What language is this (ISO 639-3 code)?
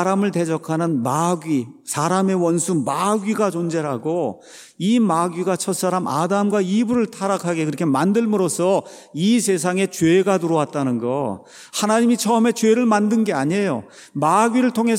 kor